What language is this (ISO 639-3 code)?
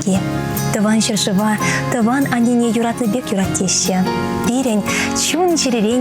chv